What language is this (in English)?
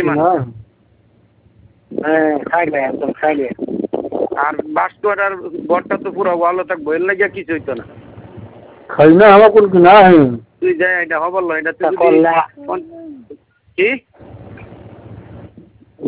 Bangla